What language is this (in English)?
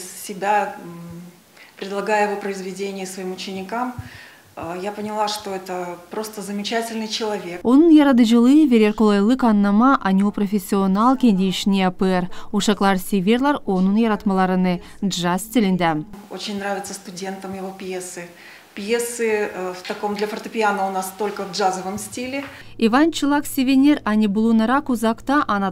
Gagauz